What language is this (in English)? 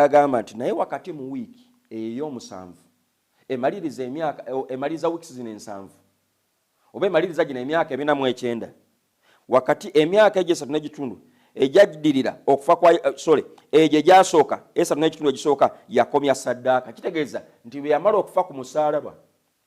Ganda